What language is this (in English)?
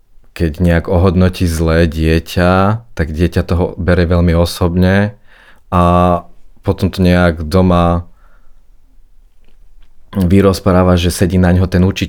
Slovak